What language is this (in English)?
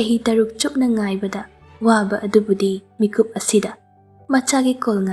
Manipuri